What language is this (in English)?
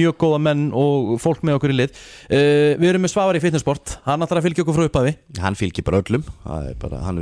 Icelandic